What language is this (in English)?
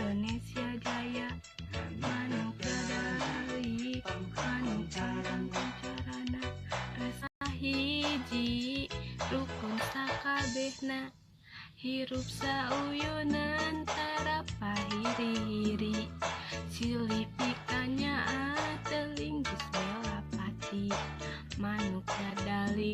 Sundanese